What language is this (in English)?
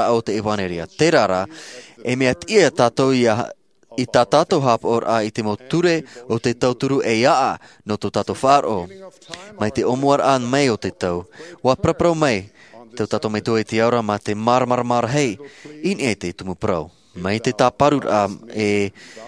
Tahitian